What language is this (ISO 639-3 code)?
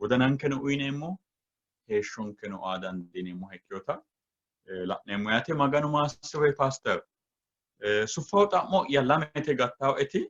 sid